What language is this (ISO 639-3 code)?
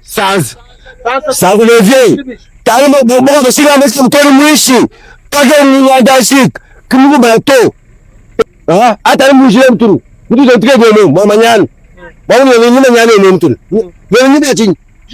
lua